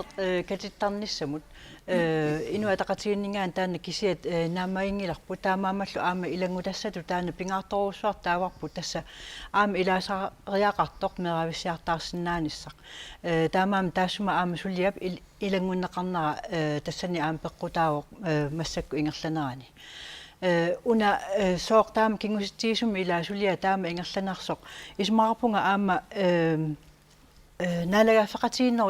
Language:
Kalaallisut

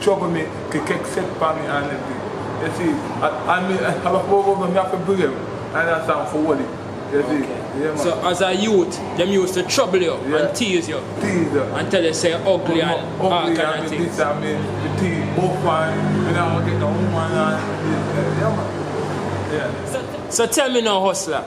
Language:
Jamaican Creole English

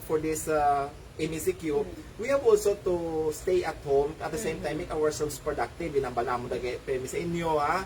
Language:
Hiligaynon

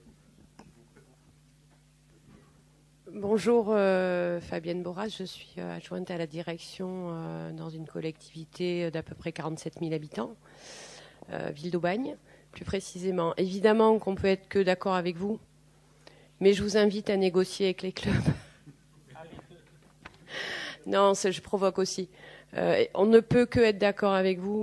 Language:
French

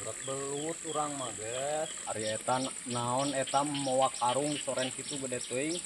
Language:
Sundanese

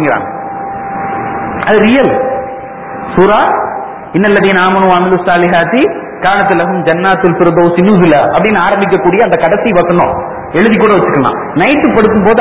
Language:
Tamil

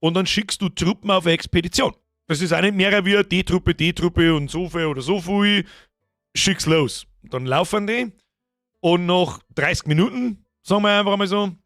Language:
Bavarian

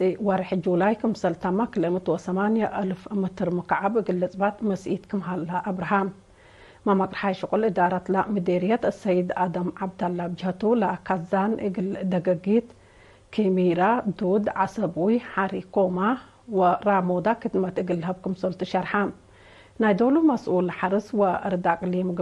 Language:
Tigre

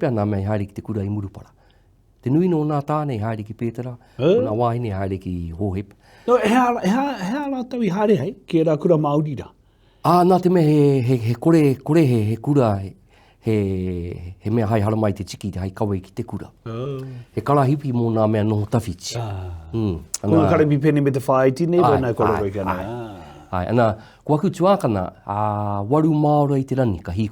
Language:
Māori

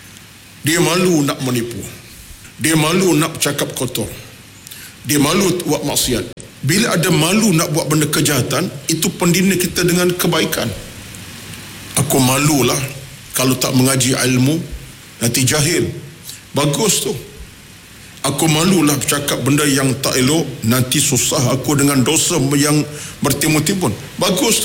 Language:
Malay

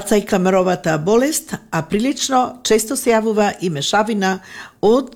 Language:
Macedonian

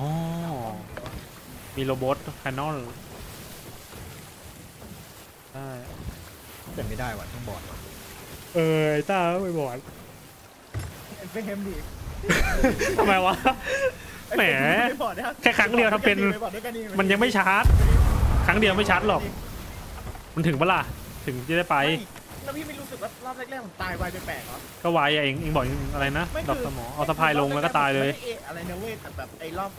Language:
Thai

